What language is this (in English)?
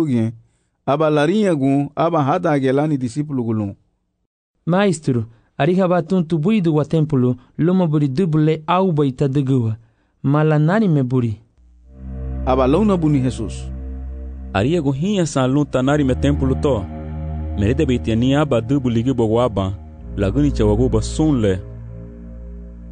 Garifuna